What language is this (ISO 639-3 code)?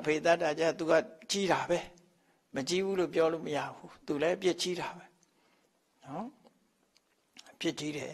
mya